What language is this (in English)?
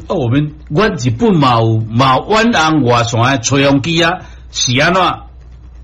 Min Nan Chinese